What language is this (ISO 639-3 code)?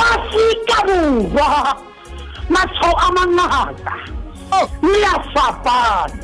sot